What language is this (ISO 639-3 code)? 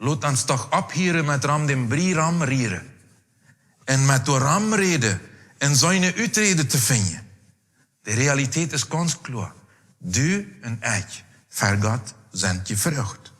pdt